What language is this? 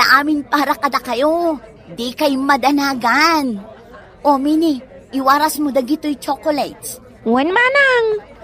Iloko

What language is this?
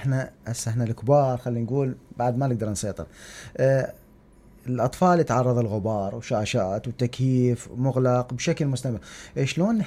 Mesopotamian Arabic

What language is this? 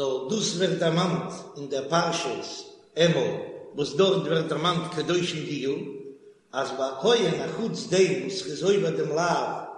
Yiddish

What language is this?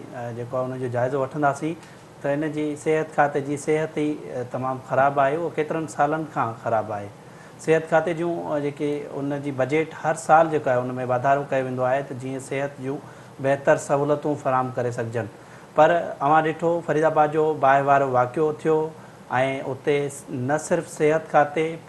Sindhi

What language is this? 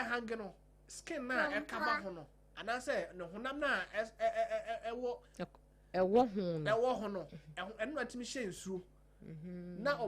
Akan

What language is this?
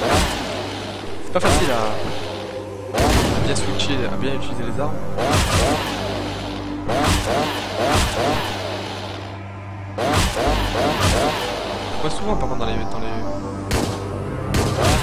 French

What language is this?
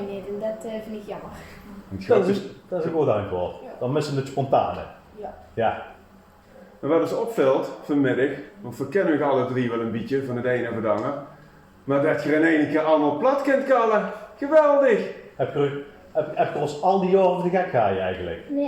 Limburgish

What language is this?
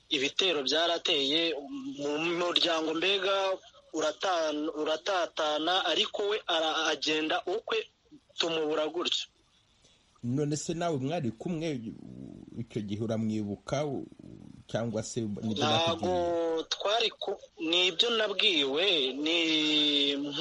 Kinyarwanda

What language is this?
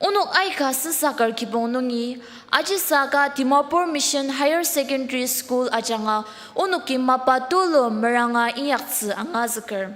Ao Naga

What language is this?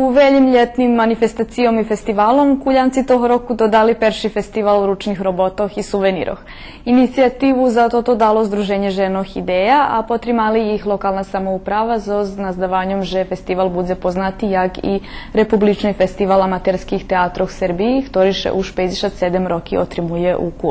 Rusyn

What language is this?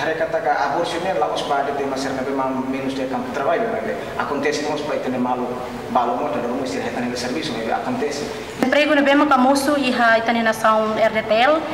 Tetum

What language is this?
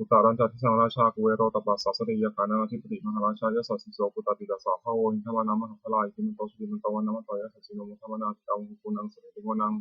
Pali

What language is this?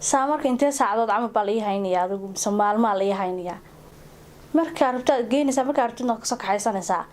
Somali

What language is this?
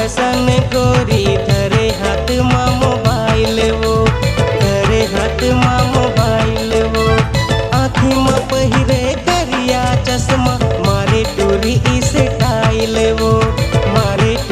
Chhattisgarhi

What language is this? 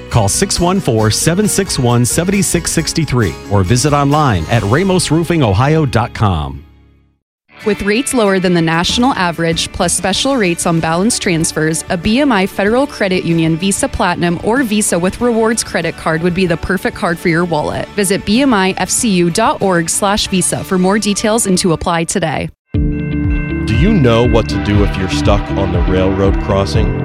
English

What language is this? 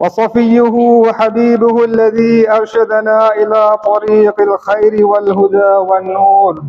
Divehi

